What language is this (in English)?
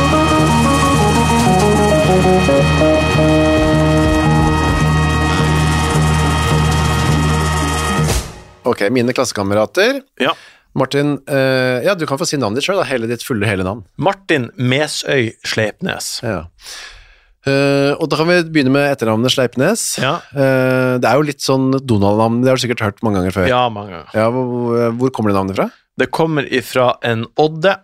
Norwegian